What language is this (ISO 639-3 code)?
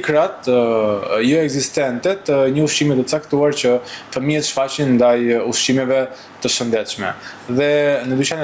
sqi